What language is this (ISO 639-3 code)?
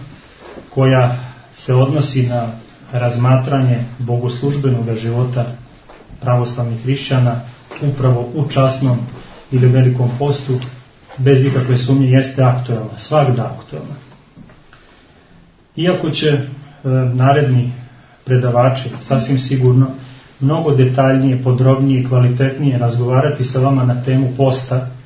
srp